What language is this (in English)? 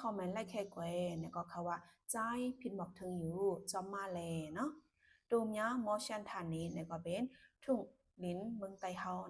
Shan